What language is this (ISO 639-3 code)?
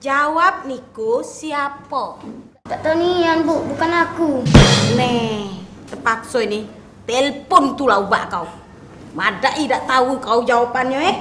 mui